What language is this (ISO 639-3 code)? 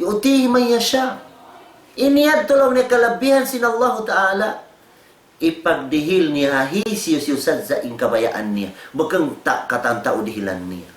tsg